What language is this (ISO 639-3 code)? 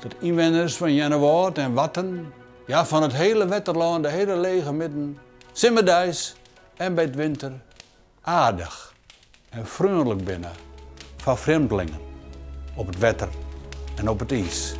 fry